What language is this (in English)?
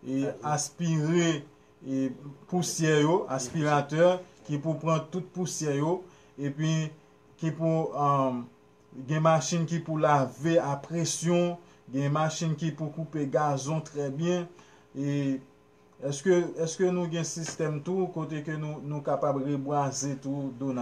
Haitian Creole